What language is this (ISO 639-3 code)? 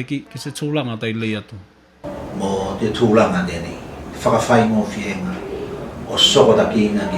tvl